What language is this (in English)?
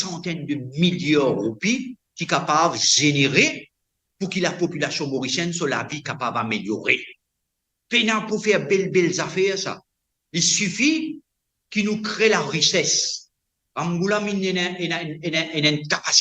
Morisyen